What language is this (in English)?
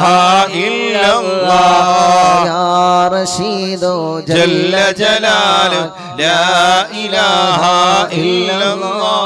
Malayalam